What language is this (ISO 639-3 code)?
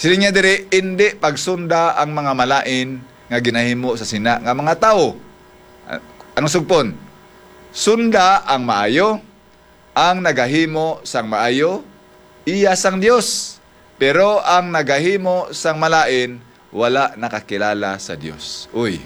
hil